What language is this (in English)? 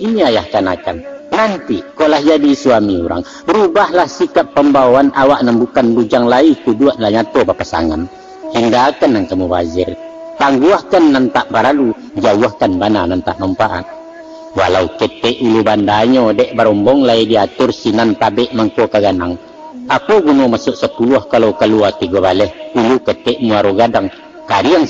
Minangkabau